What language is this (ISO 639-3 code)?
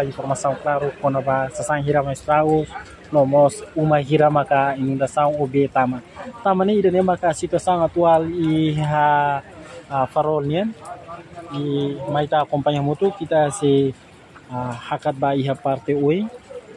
tet